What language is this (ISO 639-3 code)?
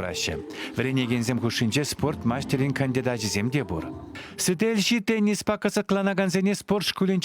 chv